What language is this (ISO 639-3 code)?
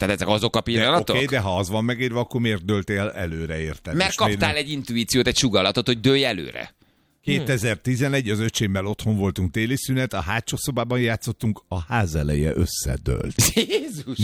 hun